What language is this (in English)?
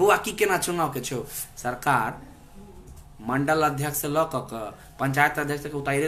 Maithili